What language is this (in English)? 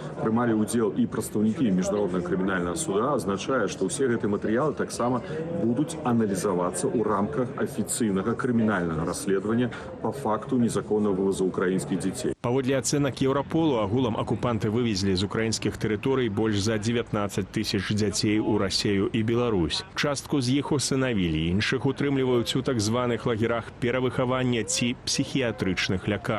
Belarusian